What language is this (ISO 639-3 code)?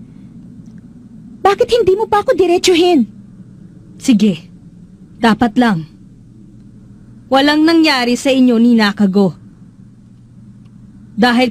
fil